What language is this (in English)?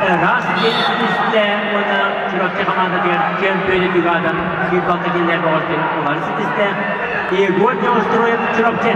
Yakut